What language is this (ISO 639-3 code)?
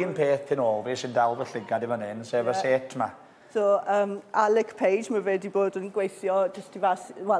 cym